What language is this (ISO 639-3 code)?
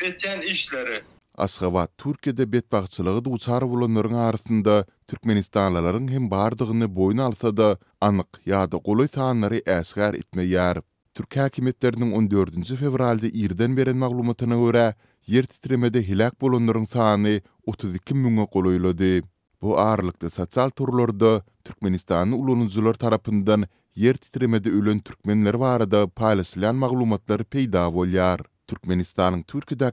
tuk